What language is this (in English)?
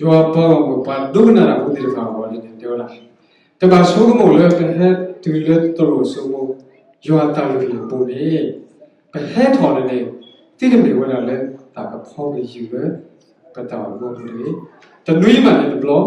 S'gaw Karen